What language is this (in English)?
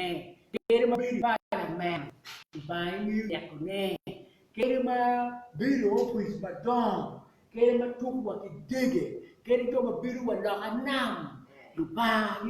Acoli